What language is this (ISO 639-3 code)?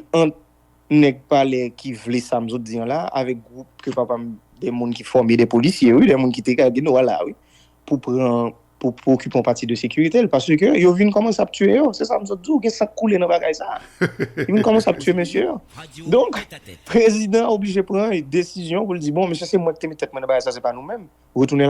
hat